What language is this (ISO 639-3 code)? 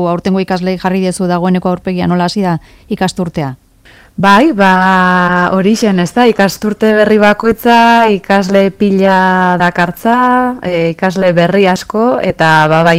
eus